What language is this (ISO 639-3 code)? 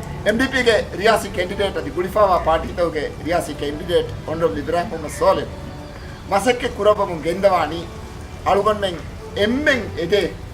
div